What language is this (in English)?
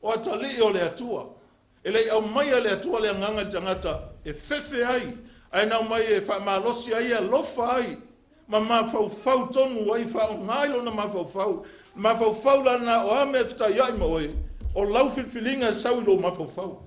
Samoan